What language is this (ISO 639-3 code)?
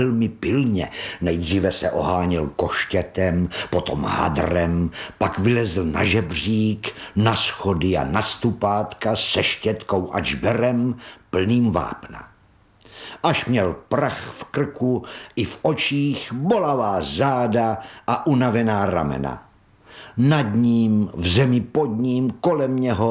ces